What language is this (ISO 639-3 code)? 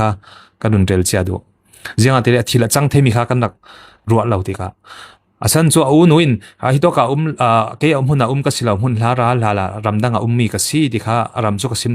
cfm